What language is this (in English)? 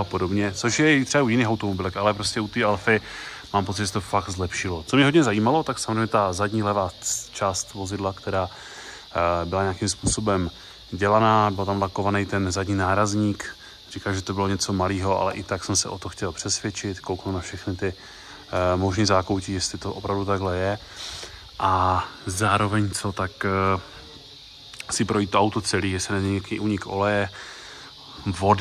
Czech